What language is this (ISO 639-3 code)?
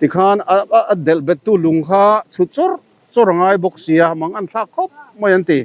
lus